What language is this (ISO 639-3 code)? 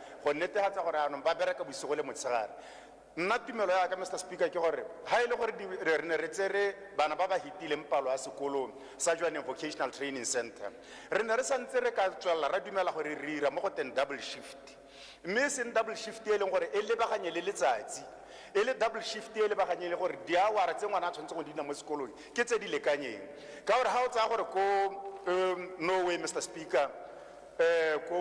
tsn